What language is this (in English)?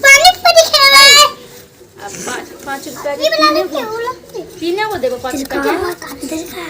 Maithili